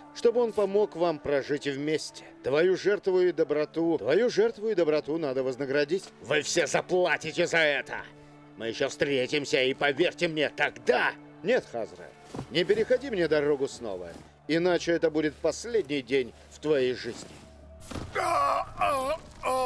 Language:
Russian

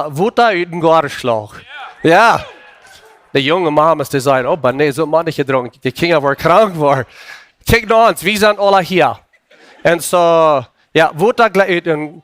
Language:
Plautdietsch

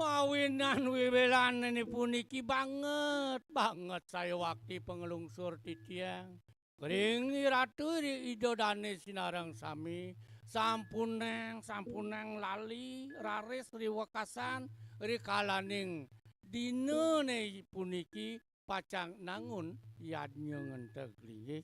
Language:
Balinese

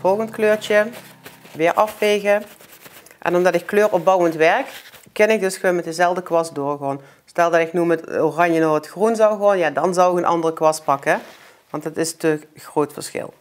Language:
Limburgish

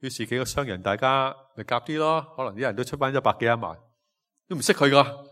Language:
Cantonese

